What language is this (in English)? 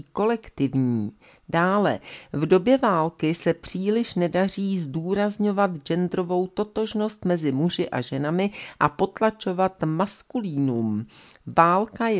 Czech